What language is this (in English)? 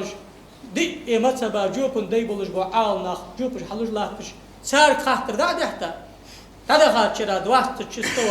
Ingush